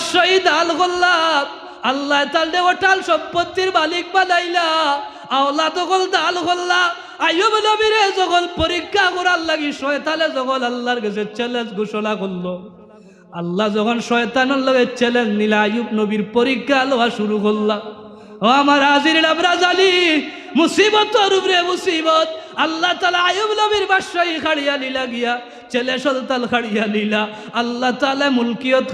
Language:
Sylheti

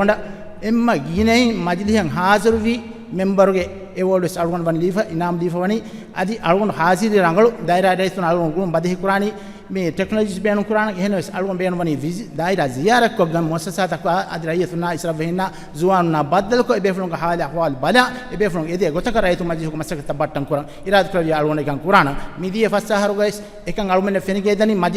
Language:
Divehi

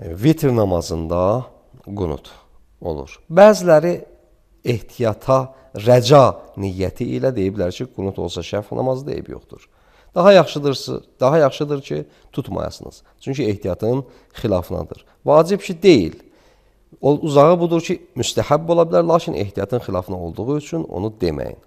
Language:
Azerbaijani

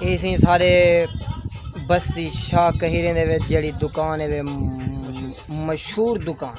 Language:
Saraiki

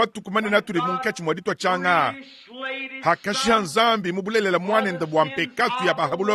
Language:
Luba-Lulua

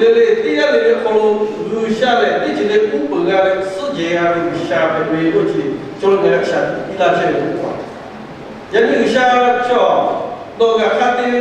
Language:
Lahu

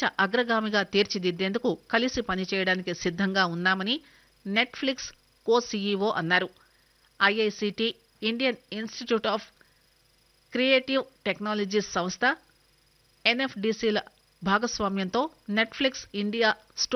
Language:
Telugu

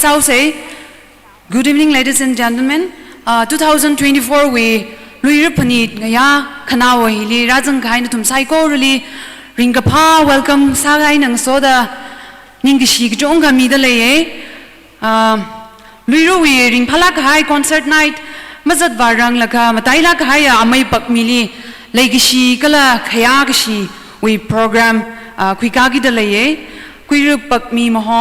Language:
Tangkhul Naga (India)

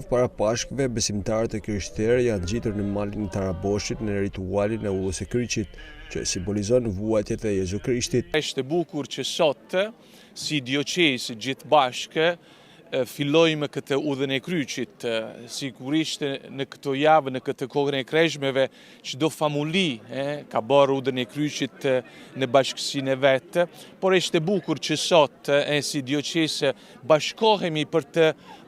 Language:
Albanian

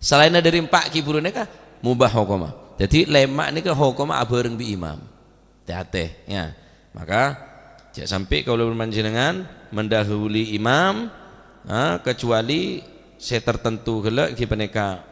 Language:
Madurese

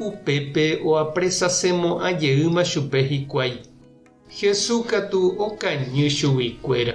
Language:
Guarani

